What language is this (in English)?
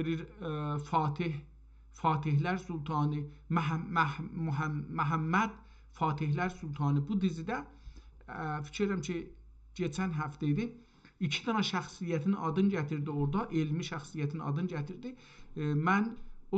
South Azerbaijani